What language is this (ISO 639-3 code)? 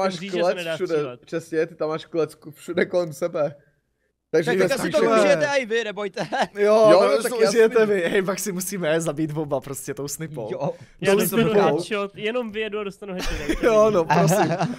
ces